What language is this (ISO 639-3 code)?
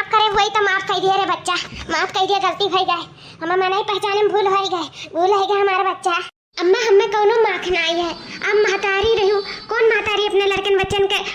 awa